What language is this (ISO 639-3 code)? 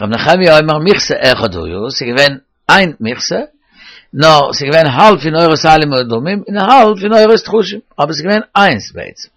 yid